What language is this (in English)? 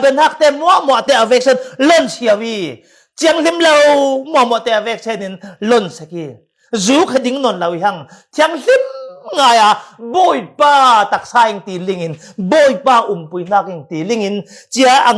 Falam Chin